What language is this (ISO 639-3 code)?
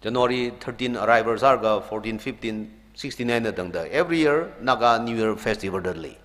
nmf